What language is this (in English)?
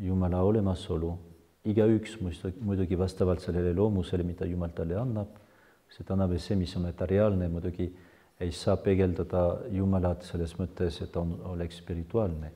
Estonian